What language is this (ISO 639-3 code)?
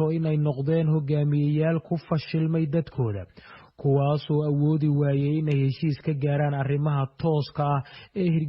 som